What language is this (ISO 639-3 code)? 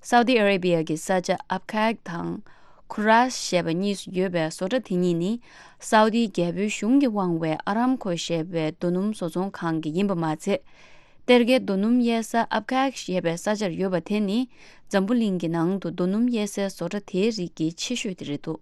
bod